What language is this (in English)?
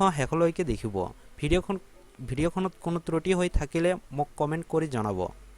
Assamese